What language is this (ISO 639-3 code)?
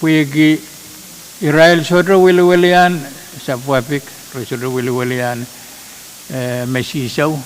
pon